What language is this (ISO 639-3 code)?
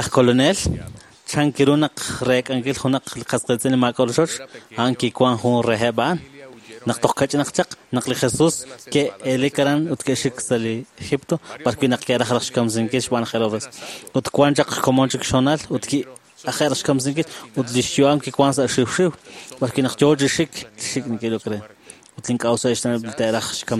kek